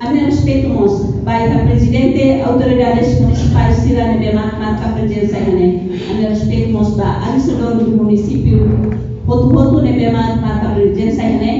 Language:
Tetum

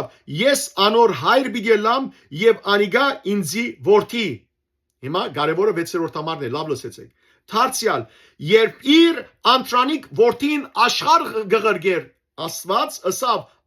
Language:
Western Armenian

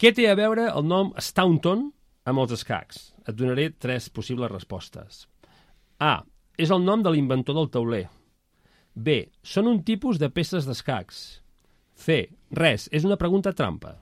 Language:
Catalan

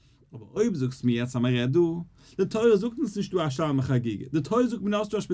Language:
Yiddish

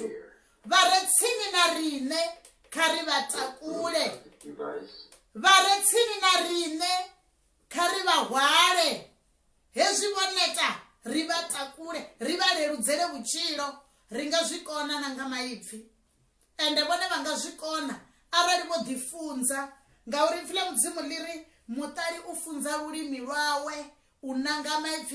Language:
Venda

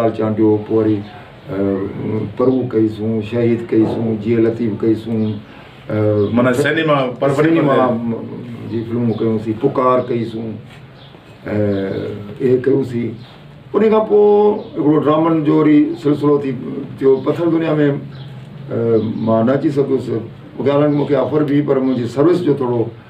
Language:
Sindhi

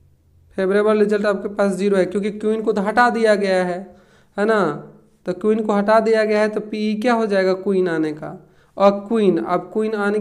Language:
Hindi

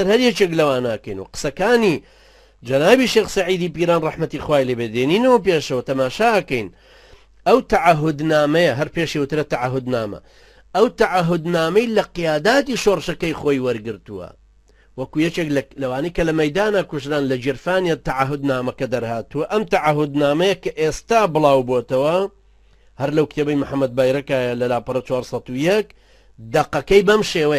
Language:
Central Kurdish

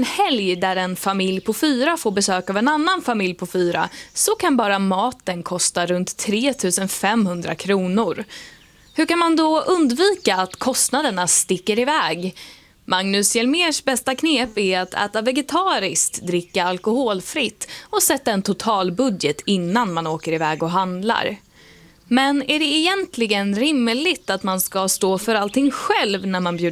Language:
Swedish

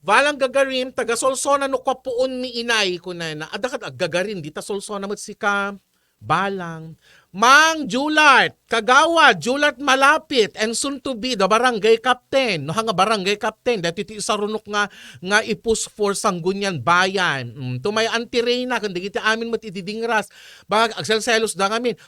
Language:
Iloko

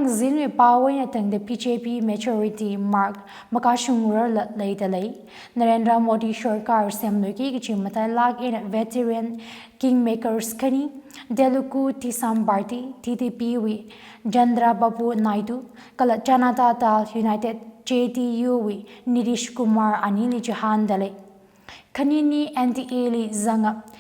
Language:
Tangkhul Naga (India)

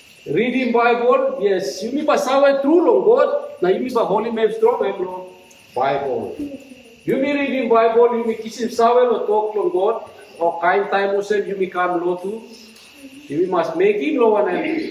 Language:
Tok Pisin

